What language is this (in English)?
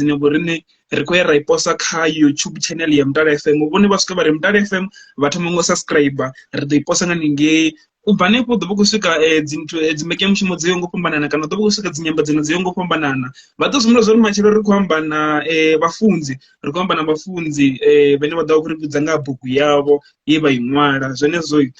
Venda